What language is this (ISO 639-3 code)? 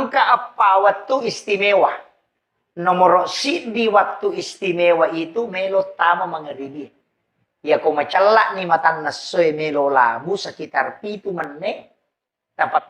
bug